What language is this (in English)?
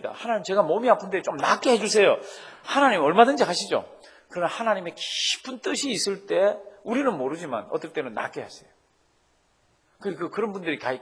Korean